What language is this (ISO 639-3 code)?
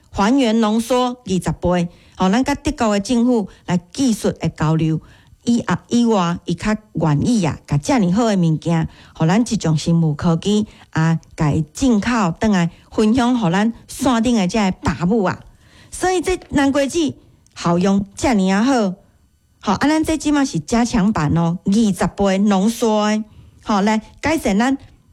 nan